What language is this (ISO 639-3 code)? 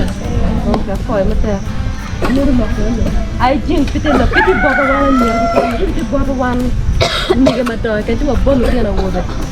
ach